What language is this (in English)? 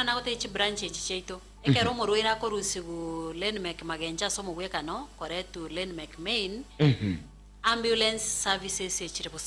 Gusii